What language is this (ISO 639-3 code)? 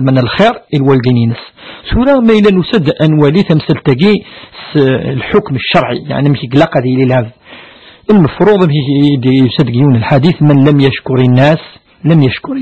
kab